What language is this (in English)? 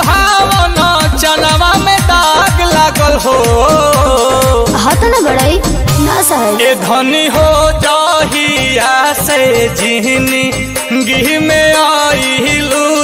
Bhojpuri